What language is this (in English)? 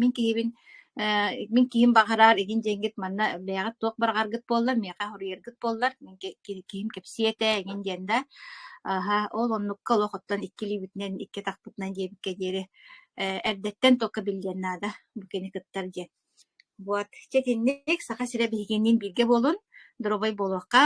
Yakut